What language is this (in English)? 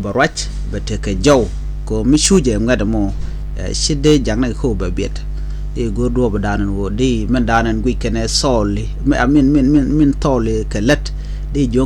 Nuer